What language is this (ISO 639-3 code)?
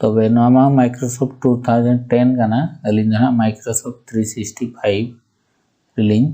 sat